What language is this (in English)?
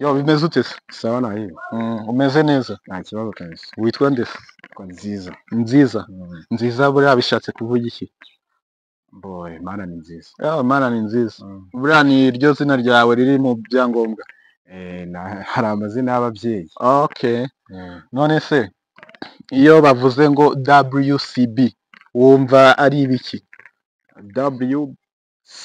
Kinyarwanda